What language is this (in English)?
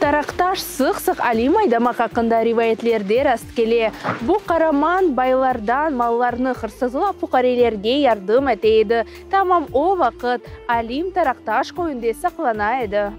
Crimean Tatar